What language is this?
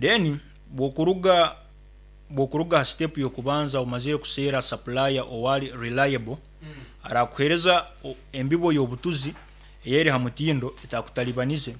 Nyankole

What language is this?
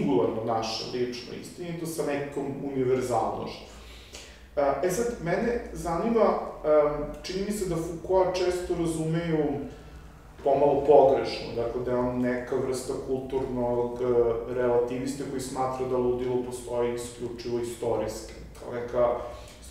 Serbian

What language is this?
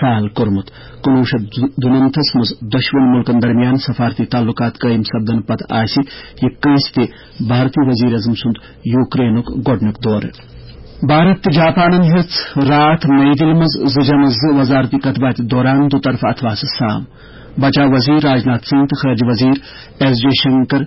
Kashmiri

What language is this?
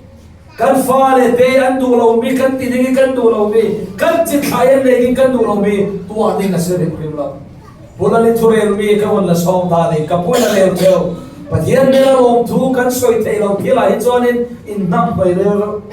Falam Chin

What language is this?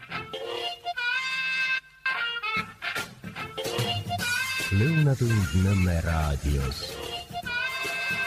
Estonian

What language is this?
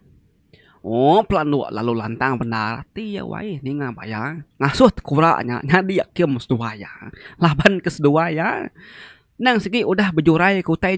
Iban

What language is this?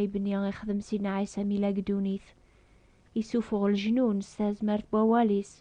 Kabyle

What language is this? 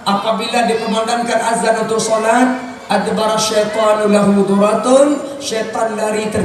Achinese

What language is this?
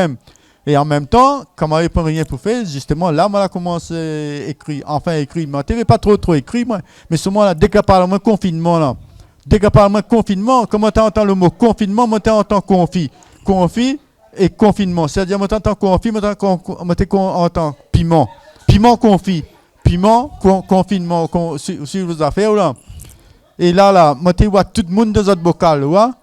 Réunion Creole French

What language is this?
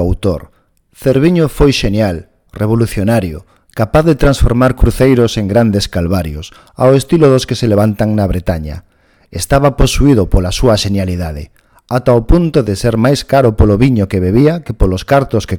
Galician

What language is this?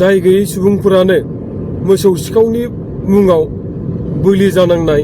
Bodo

